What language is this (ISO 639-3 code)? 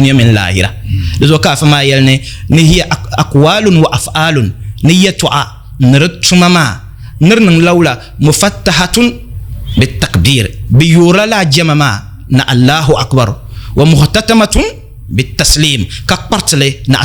dag